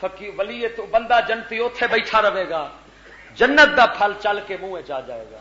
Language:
Western Panjabi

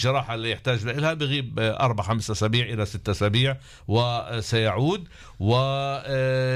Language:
North Levantine Arabic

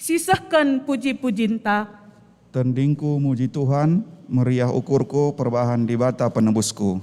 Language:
Batak Karo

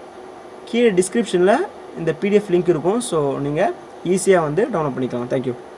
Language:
Tamil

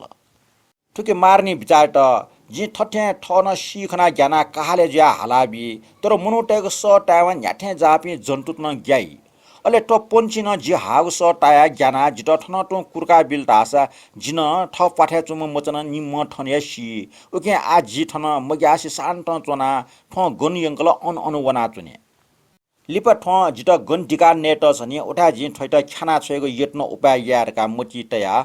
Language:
Newari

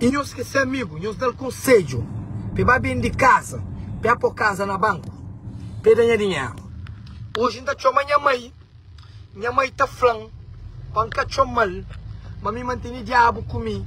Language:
Kabuverdianu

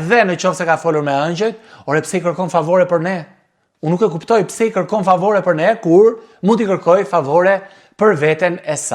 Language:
Albanian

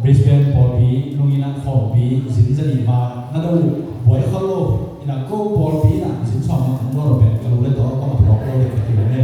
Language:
Tedim Chin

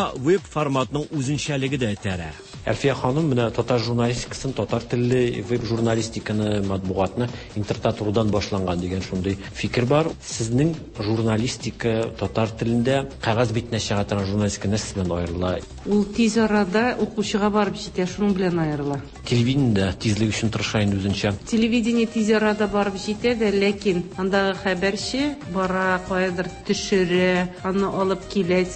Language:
Tatar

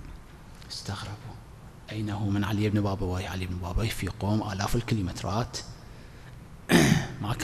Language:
Arabic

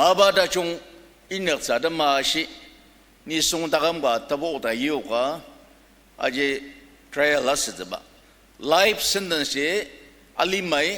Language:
Ao Naga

